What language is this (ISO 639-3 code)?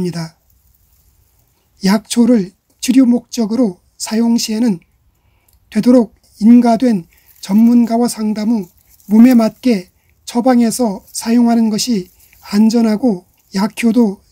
kor